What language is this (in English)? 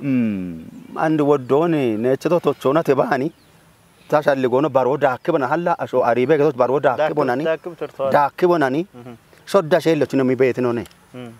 Kafa